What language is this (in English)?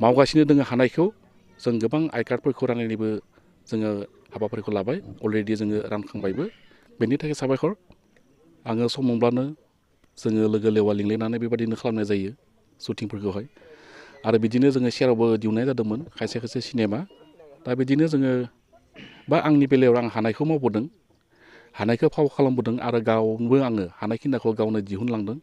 Bodo